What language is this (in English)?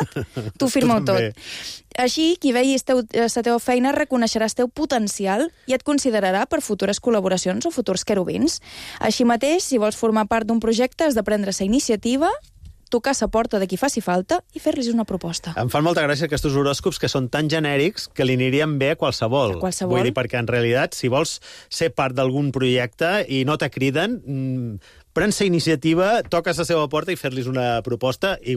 Catalan